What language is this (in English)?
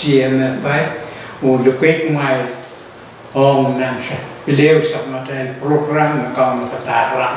Pohnpeian